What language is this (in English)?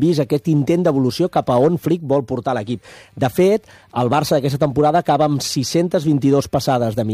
Catalan